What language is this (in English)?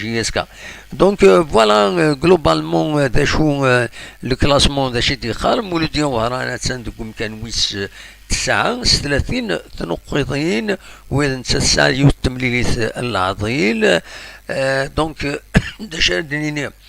Kabyle